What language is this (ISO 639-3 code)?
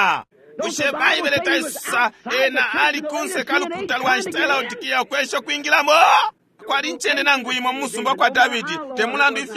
bem